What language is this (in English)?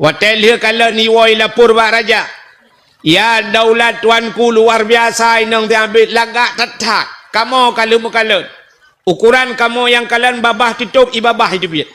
Achinese